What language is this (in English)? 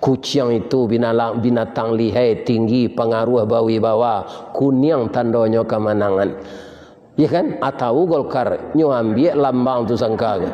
Minangkabau